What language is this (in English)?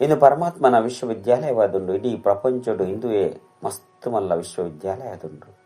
Tulu